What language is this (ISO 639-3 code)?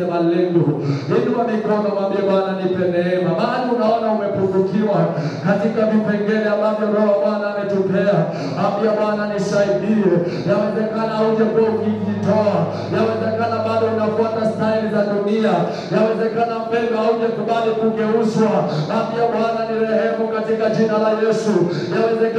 swa